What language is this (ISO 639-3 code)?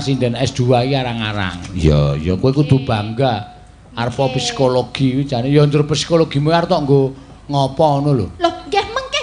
jav